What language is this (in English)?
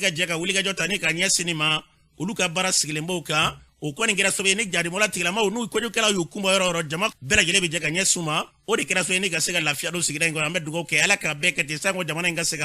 Bambara